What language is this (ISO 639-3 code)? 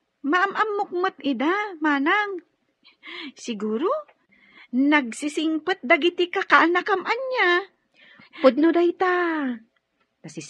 ilo